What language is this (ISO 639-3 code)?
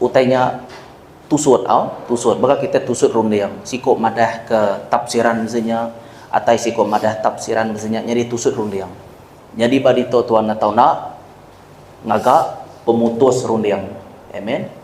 iba